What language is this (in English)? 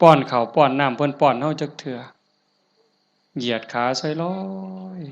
Northeastern Thai